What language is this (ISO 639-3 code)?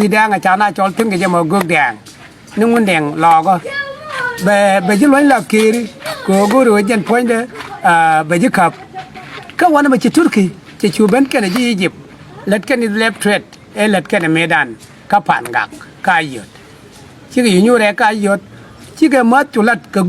nus